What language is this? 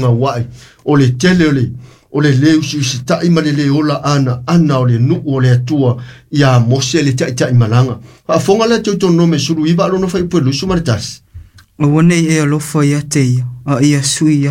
Samoan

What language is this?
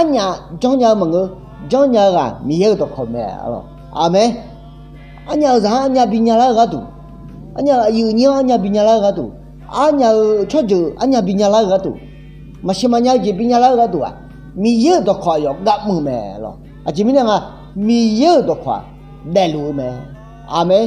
Akha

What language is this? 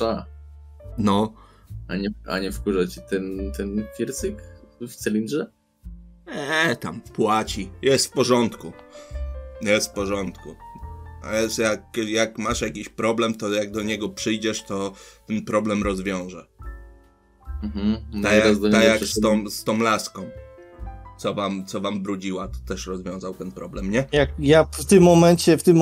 Polish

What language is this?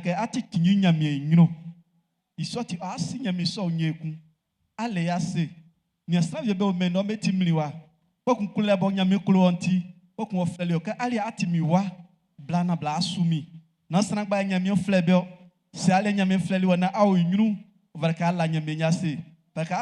Baoulé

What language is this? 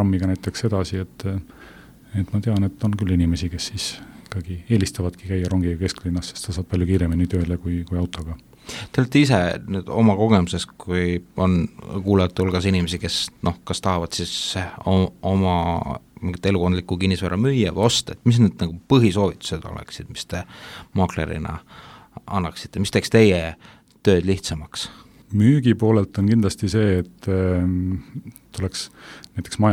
Estonian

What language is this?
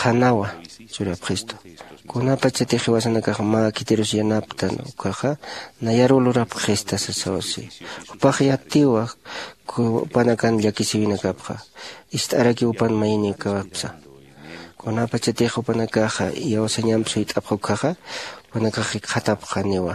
Aymara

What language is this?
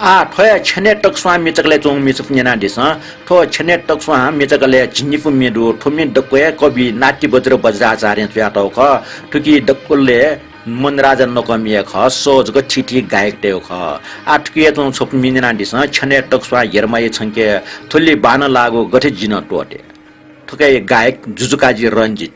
Newari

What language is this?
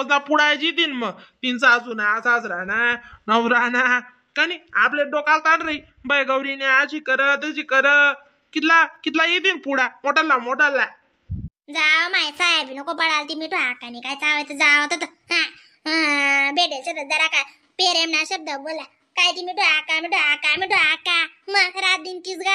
Khandesi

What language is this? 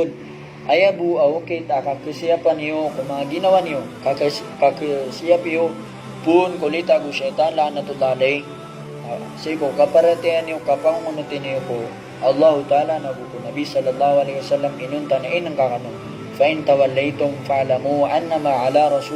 Maranao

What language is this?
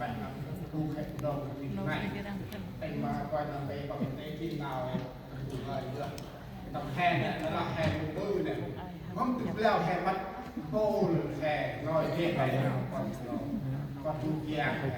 Central Mnong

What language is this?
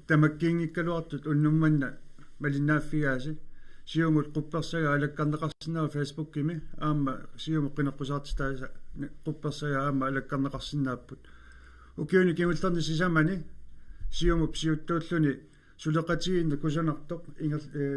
Kalaallisut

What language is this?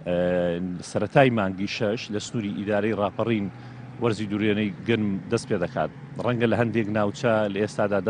Central Kurdish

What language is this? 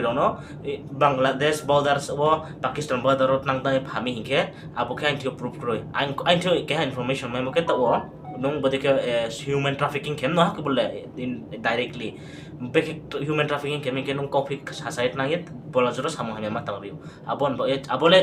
Riang (India)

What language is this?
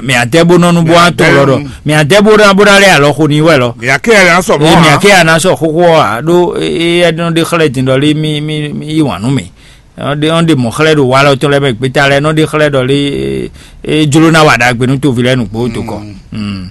Fon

